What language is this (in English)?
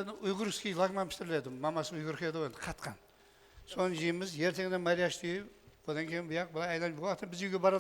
Kara-Kalpak